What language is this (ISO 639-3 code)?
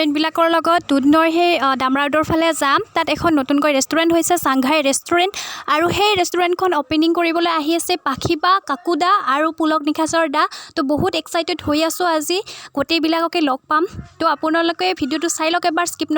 asm